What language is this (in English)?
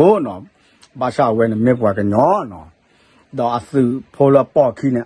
S'gaw Karen